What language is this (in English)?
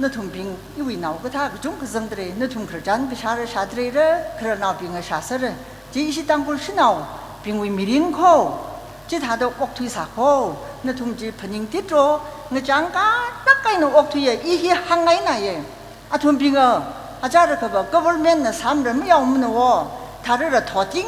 Tangkhul Naga (India)